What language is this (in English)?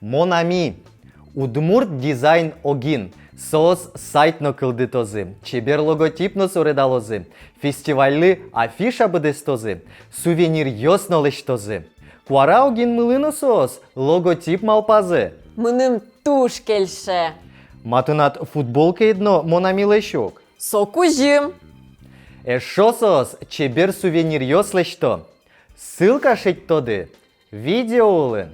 Udmurt